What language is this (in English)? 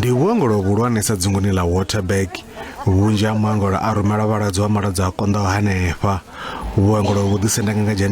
Venda